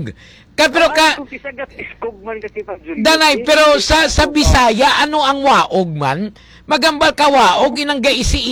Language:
Hiligaynon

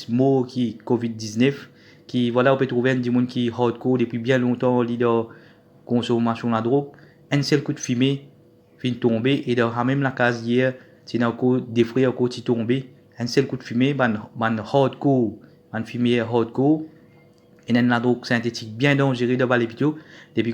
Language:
Morisyen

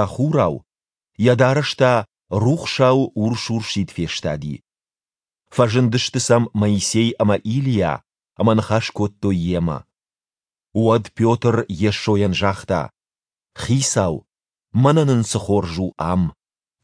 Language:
Ossetic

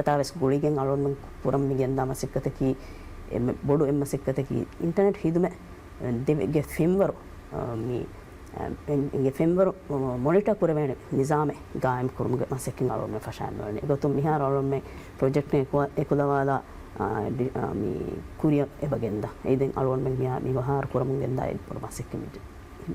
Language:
Divehi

